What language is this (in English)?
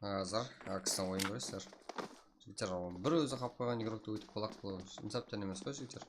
Kara-Kalpak